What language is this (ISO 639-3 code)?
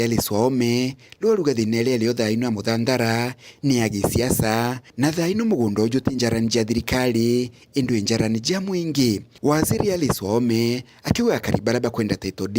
mer